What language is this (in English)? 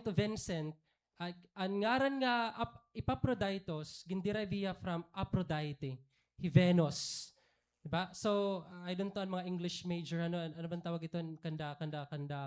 Waray